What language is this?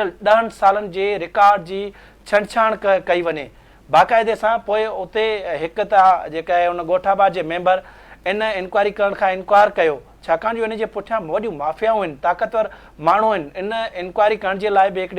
Sindhi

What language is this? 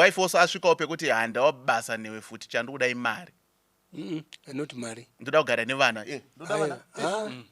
Shona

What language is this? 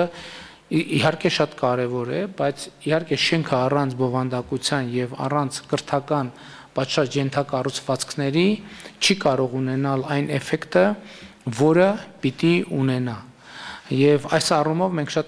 Armenian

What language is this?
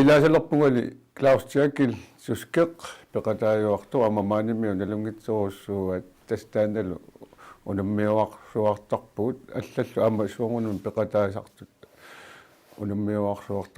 Kalaallisut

